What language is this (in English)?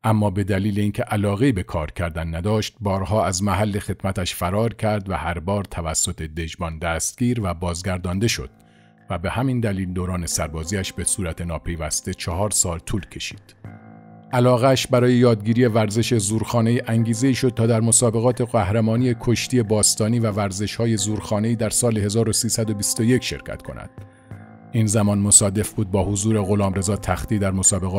Persian